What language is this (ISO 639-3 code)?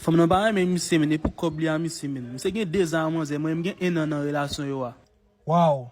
hat